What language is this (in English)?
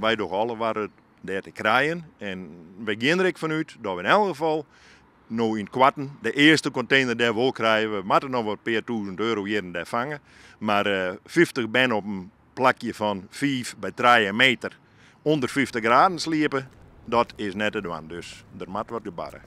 Western Frisian